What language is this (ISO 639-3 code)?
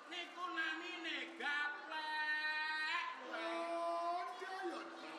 jav